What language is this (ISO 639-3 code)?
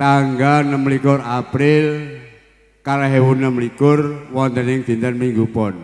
jav